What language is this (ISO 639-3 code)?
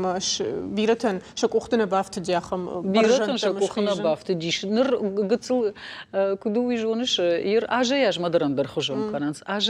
oss